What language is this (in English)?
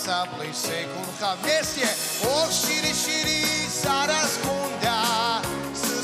Abkhazian